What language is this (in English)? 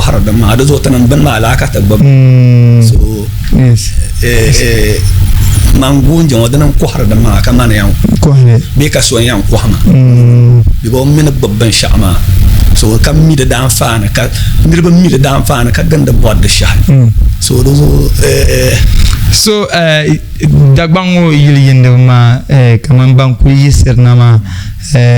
Dagbani